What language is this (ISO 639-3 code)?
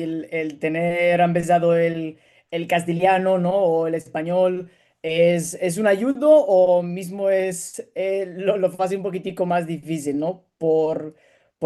lad